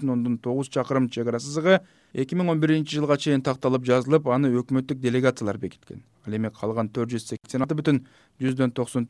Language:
Kyrgyz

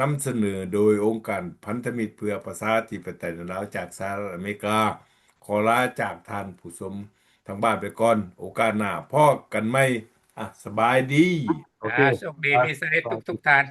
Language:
Lao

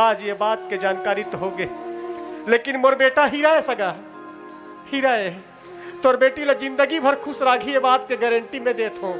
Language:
Chhattisgarhi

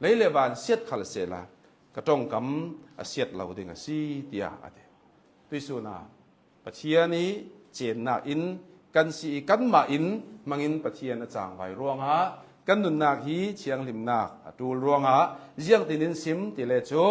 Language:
Hakha Chin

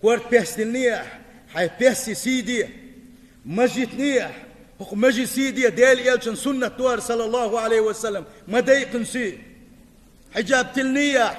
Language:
Chechen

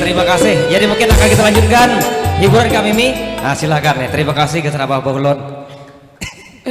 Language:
Banjar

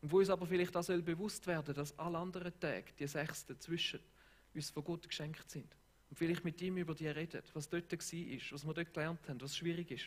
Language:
Swiss German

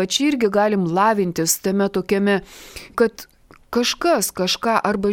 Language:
Lithuanian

